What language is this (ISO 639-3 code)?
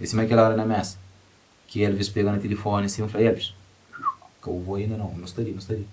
kea